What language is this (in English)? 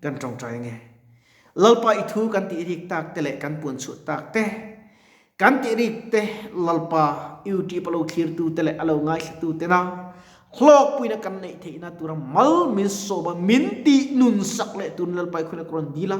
Mizo